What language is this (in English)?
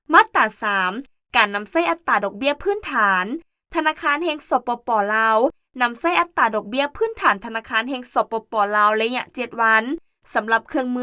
Lao